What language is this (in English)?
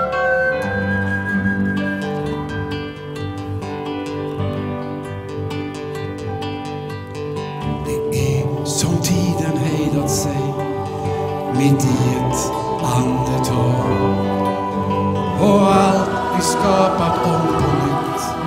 Swedish